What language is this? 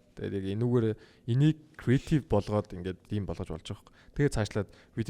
Mongolian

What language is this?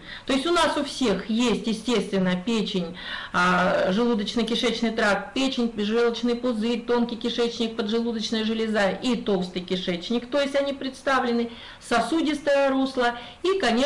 Russian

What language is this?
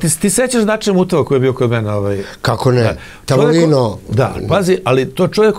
Serbian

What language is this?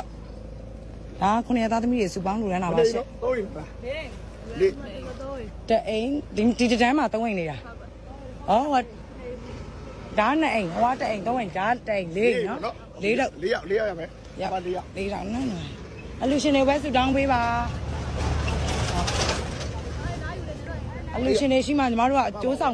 Burmese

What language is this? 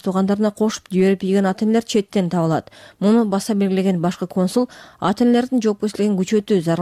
Kyrgyz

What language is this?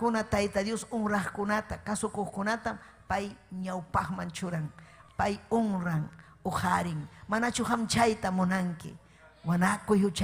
Ayacucho Quechua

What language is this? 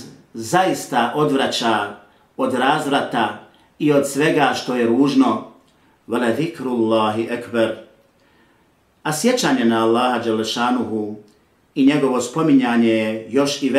Bosnian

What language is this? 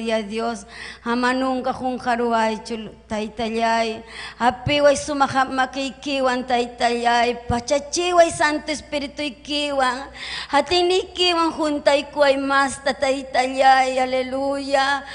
Ayacucho Quechua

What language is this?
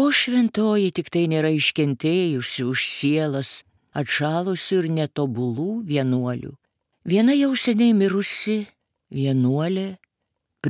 Lithuanian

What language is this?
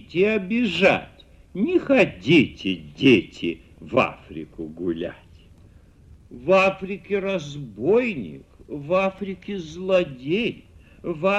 Russian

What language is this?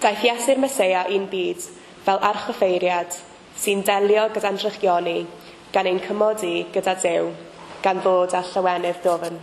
Welsh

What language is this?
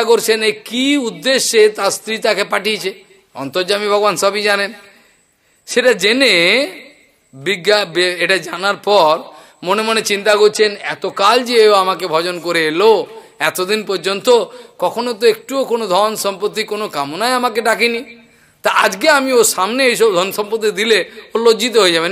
Bangla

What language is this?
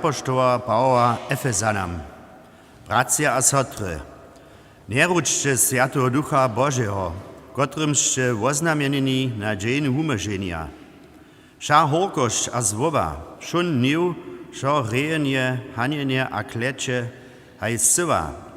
Upper Sorbian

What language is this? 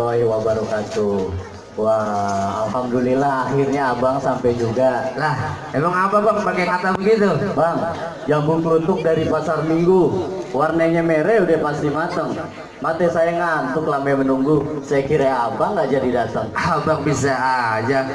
Betawi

